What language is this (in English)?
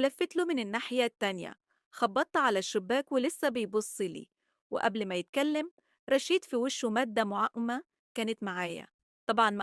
Egyptian Arabic